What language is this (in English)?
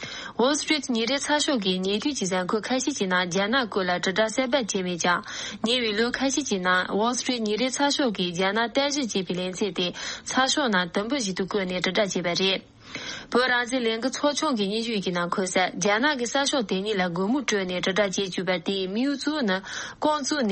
Tibetan